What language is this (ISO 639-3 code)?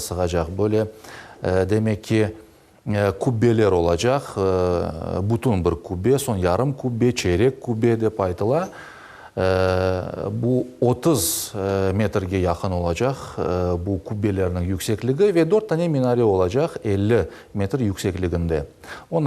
crh